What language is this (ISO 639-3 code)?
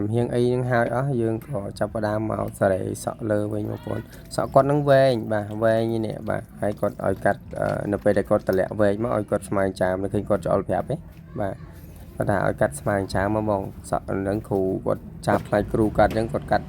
khm